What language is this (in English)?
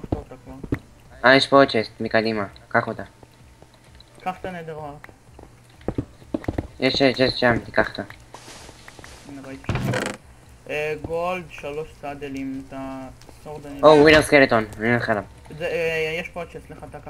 Hebrew